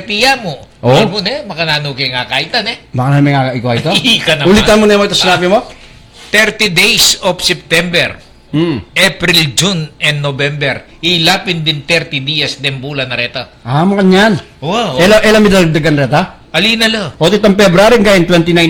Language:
Pampanga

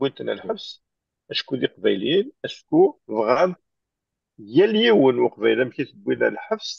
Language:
Kabyle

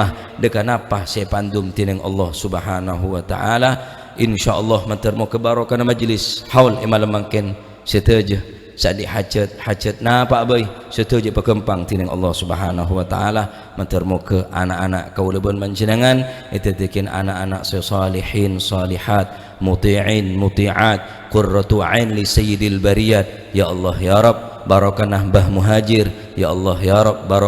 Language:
Madurese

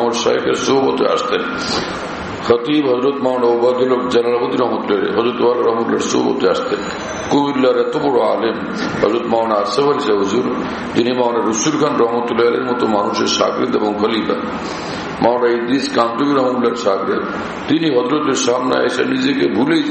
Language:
Bangla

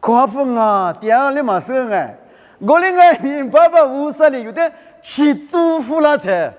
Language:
Lisu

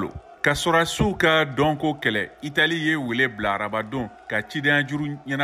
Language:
Bambara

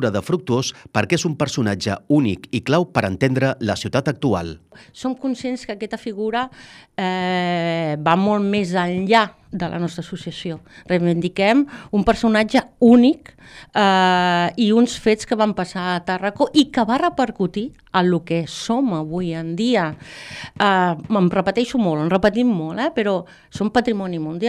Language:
Catalan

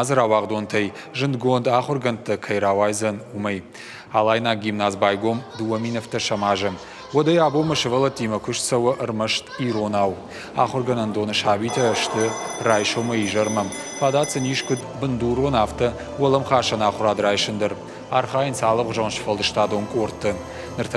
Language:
Ossetic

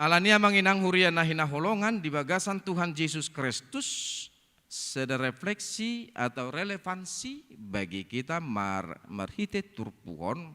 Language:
Batak Toba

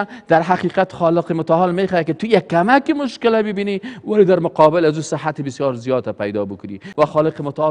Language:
Persian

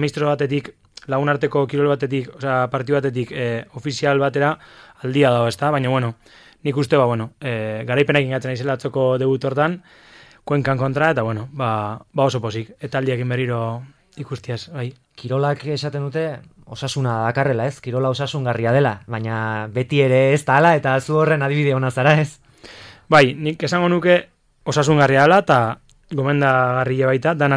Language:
Basque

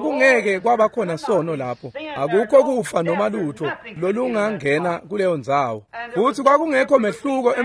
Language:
Swati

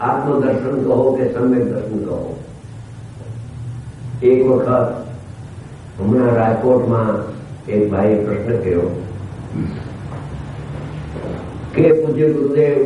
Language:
Gujarati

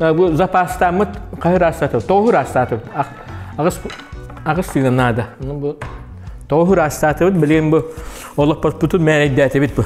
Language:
Yakut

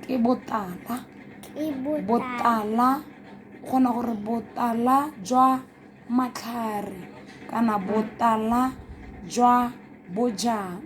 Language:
Tswana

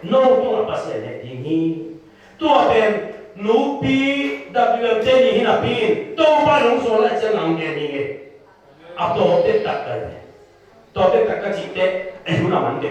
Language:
Tedim Chin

